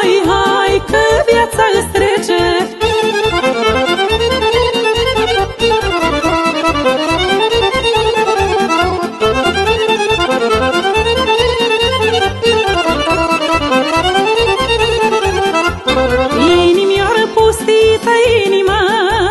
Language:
Romanian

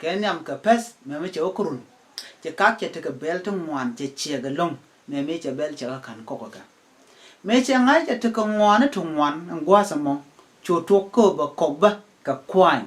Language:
Nuer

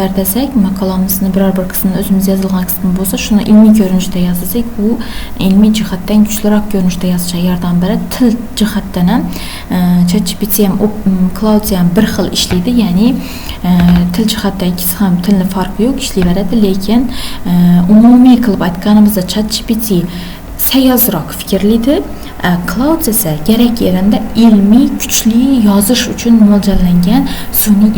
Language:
Uzbek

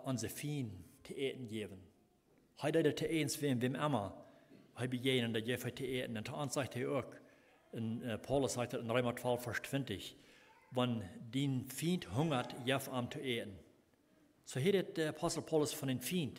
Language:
Plautdietsch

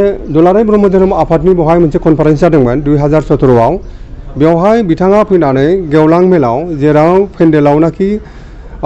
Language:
Bodo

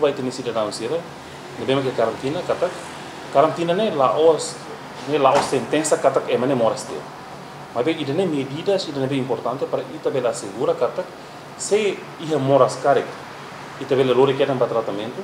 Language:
Tetum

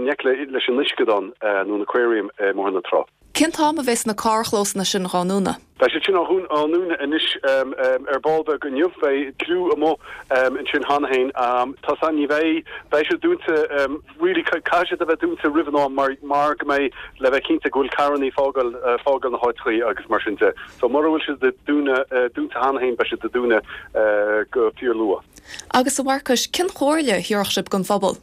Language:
Irish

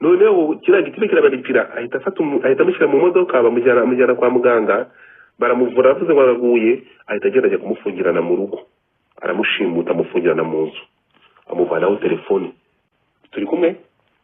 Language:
Kinyarwanda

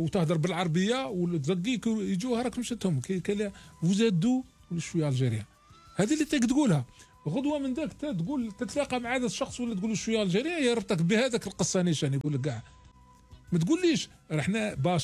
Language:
Algerian Arabic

